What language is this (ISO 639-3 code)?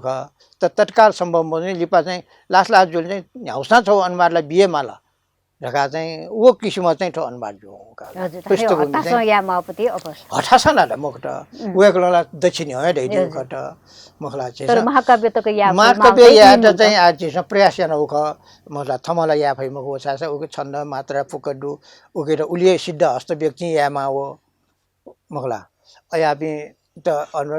new